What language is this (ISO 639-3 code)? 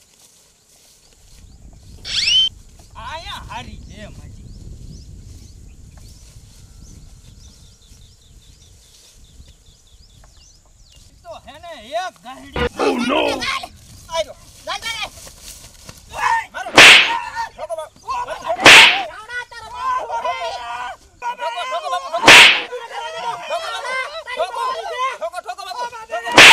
guj